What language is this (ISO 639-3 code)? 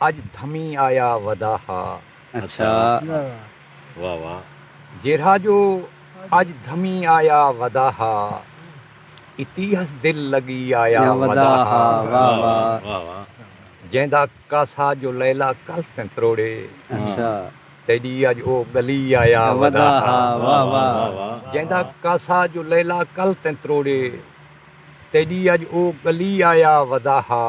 skr